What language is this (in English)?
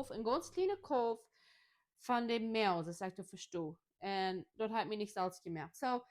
Plautdietsch